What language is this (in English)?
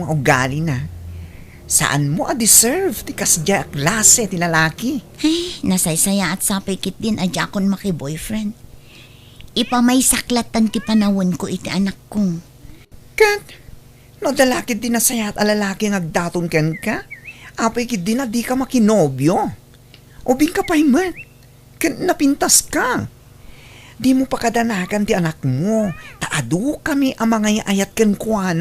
Iloko